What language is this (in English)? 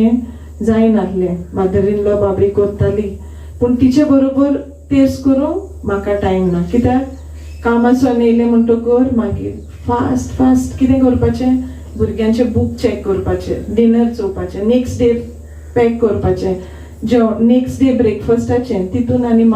Konkani